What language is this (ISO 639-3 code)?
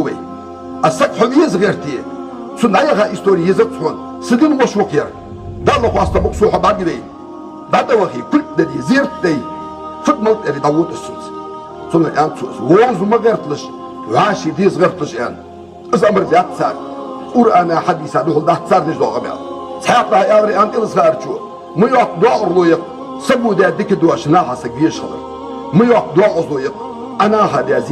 inh